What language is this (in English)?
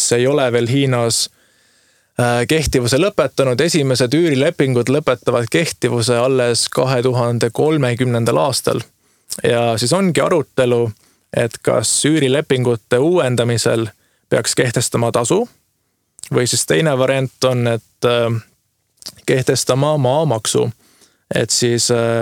Estonian